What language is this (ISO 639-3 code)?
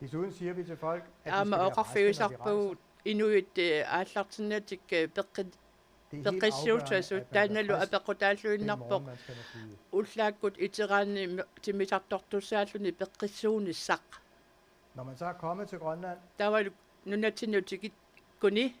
kal